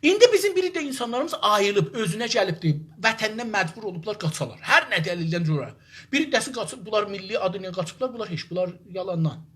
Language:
South Azerbaijani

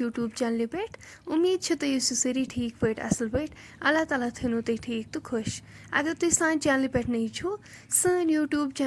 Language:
Kashmiri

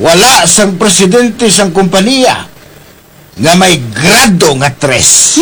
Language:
Hiligaynon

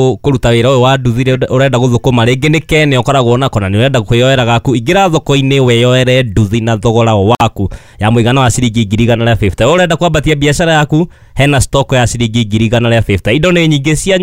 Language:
Kikuyu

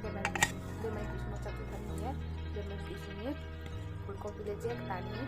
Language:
Riang (India)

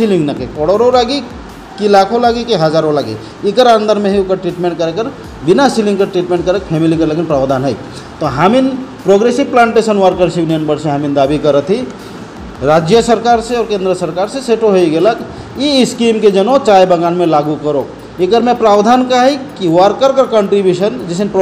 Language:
Sadri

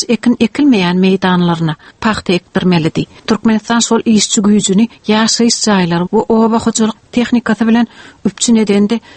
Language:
Turkmen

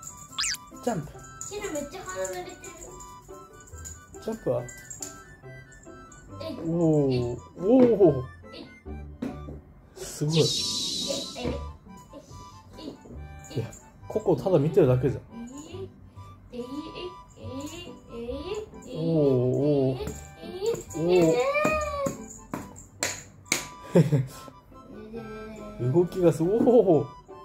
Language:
Japanese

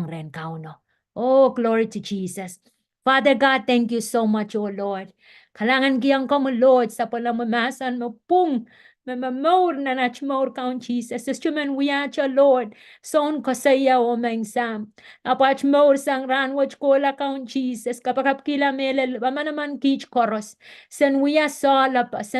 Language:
Pohnpeian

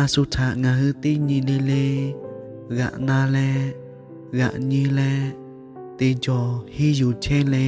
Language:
Lahu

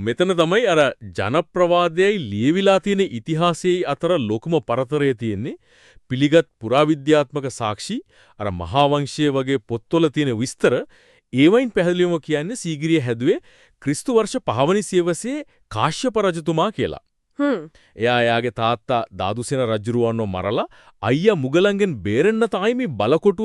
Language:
Sinhala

